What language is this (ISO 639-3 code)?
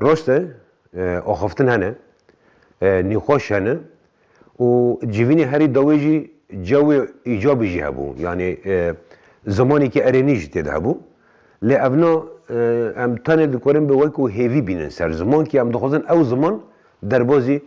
kur